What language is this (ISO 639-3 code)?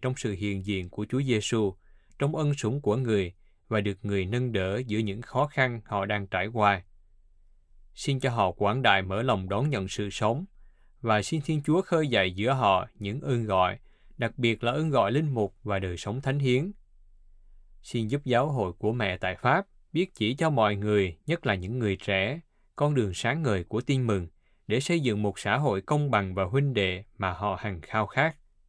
vie